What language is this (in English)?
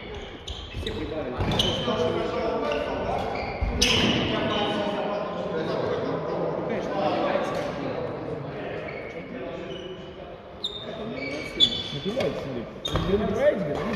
Russian